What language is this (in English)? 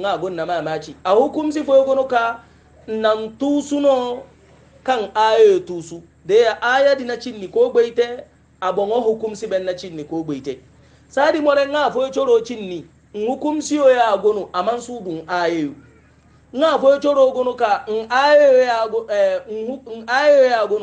Hausa